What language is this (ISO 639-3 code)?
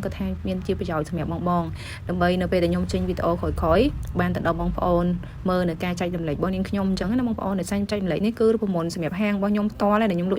khm